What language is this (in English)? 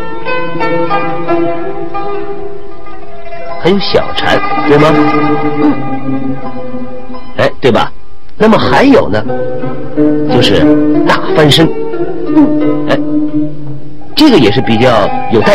Chinese